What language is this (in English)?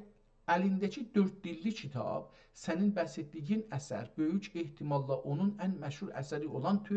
South Azerbaijani